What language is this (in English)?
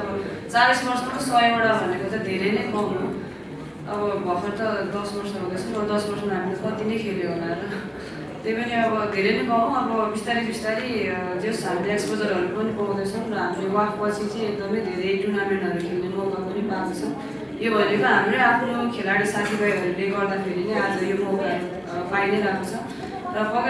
Nepali